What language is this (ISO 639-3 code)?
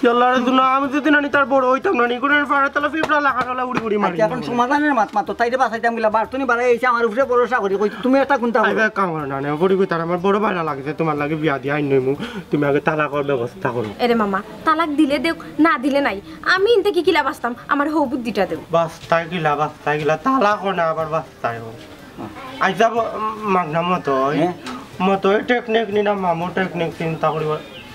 syl